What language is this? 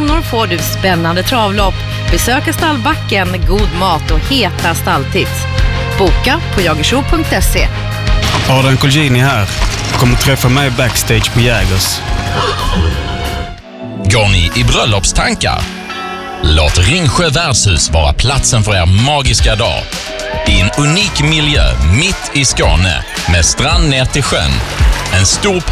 Swedish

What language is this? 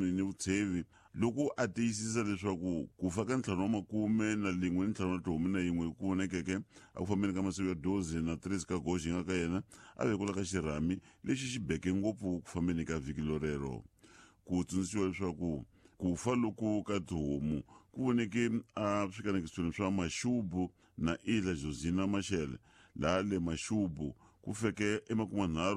Tsonga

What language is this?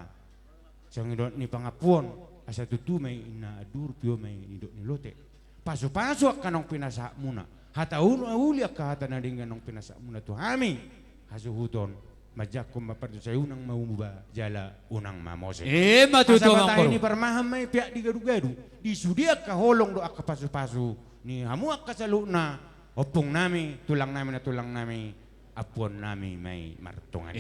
Batak Toba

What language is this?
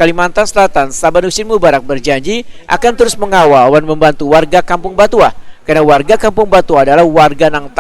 Banjar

